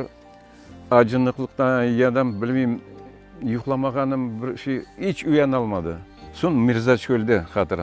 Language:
Crimean Tatar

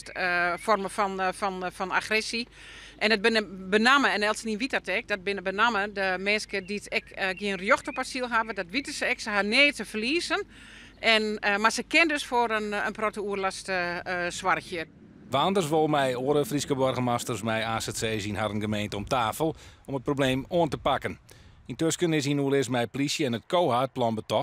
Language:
Western Frisian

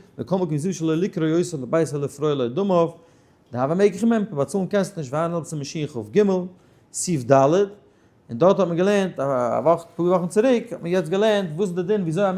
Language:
Yiddish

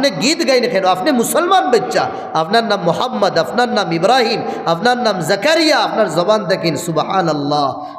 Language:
Sylheti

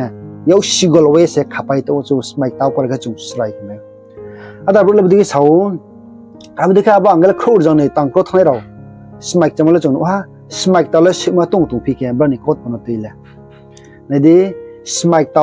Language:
Riang (India)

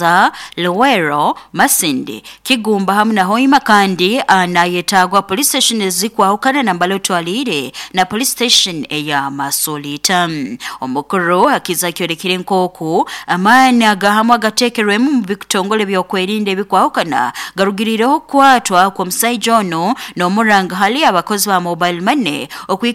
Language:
Nyoro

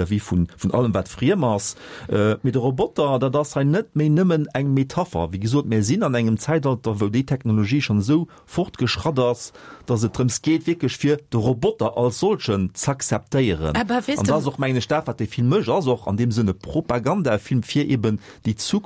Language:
Luxembourgish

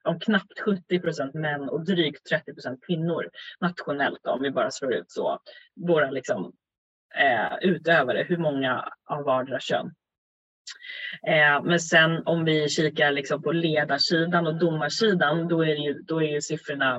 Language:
Swedish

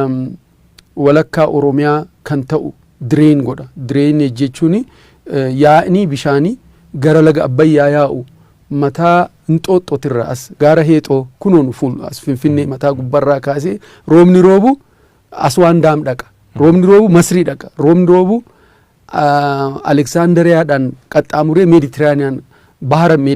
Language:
Oromo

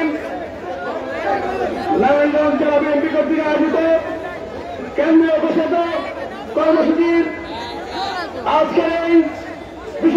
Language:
Bangla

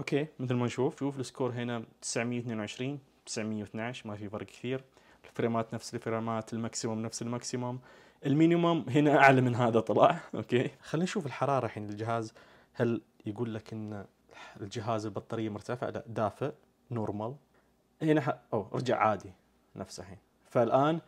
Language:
Najdi Arabic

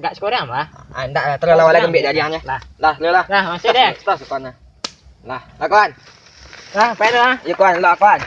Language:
Minangkabau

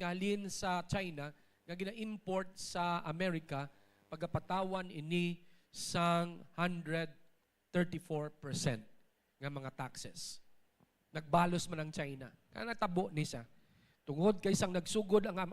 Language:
Hiligaynon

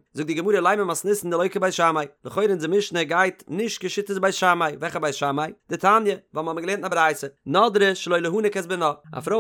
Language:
Yiddish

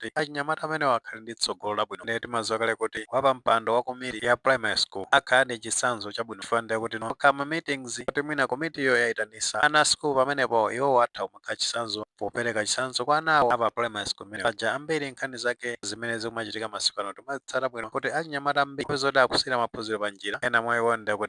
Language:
Nyanja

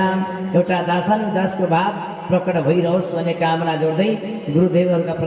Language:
Nepali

